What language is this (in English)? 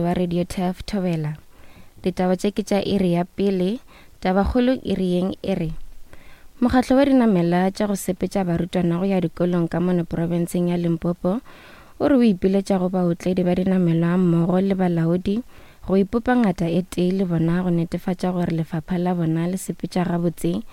Northern Sotho